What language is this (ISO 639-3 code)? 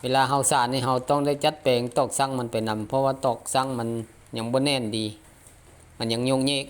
lao